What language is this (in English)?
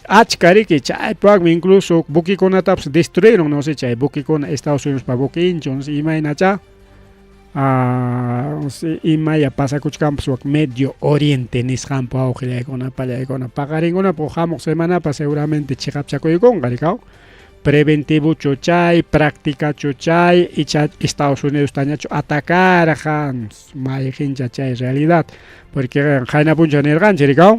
Ayacucho Quechua